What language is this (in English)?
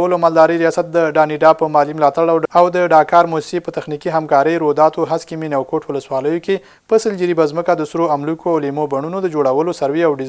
Pashto